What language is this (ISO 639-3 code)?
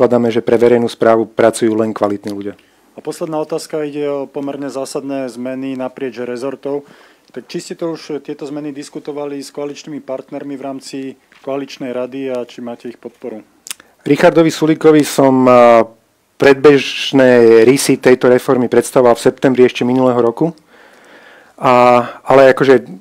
slk